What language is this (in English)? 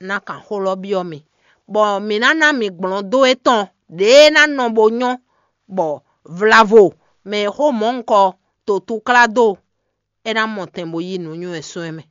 Fon